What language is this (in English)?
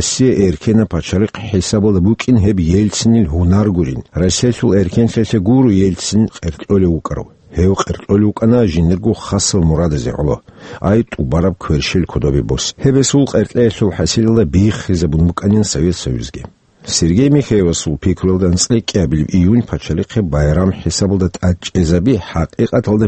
Avaric